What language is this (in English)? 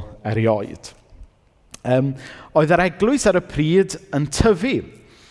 Welsh